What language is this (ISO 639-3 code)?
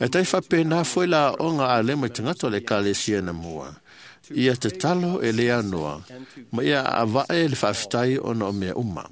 smo